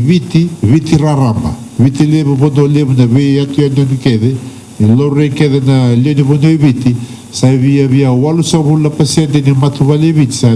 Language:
Fijian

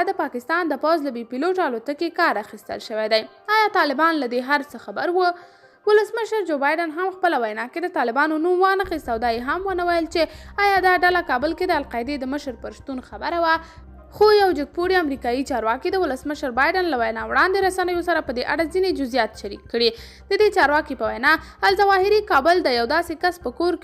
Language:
Pashto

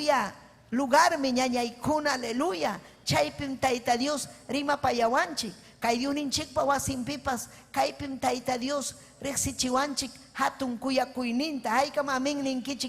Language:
Ayacucho Quechua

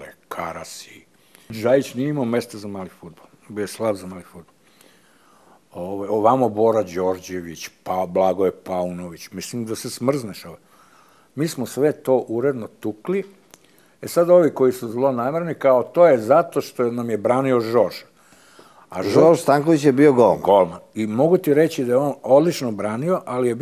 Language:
Serbian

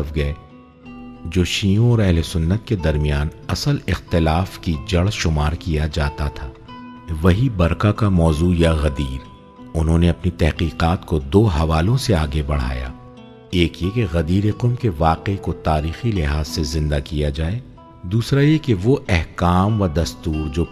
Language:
Urdu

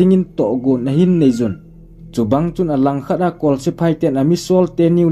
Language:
Thado Chin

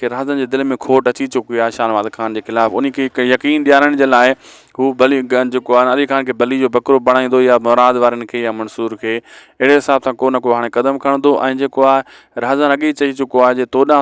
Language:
Sindhi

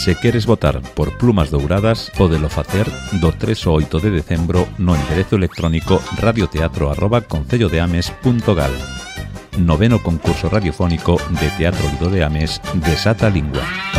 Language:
Galician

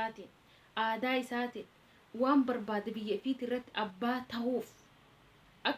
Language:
Oromo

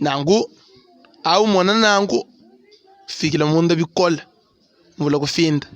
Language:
Luba-Lulua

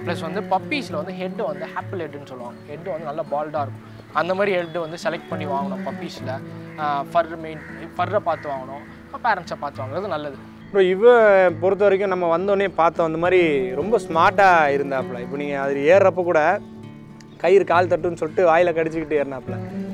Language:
Tamil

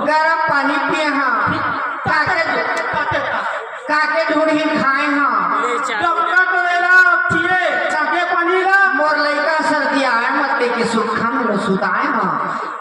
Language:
Chhattisgarhi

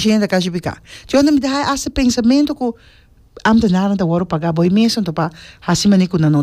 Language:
Papiamento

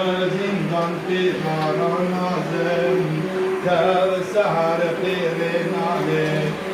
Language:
Kurdish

